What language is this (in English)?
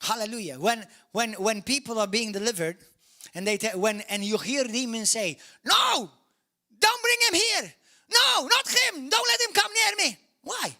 English